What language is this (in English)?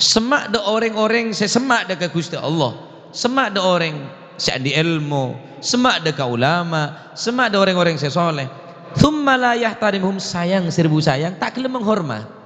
Madurese